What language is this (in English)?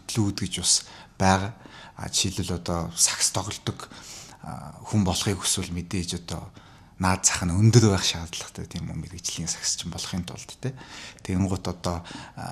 Mongolian